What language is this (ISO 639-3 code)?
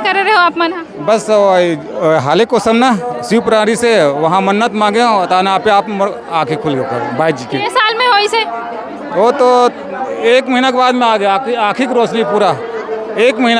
hne